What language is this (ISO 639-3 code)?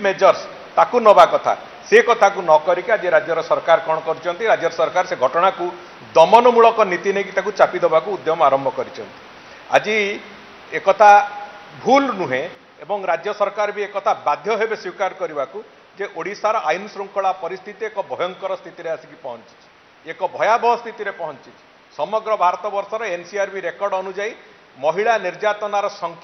ori